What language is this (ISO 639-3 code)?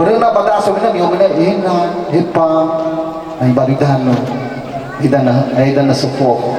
nia